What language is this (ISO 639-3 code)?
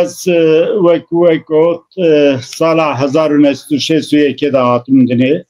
kur